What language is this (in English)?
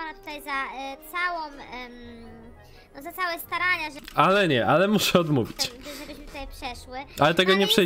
Polish